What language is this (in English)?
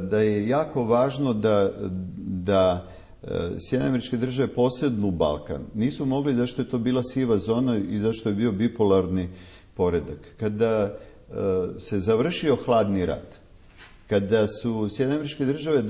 Serbian